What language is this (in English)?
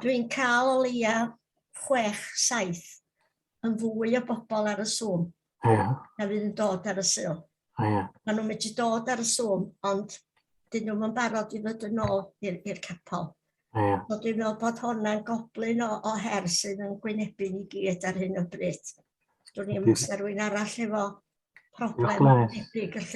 Welsh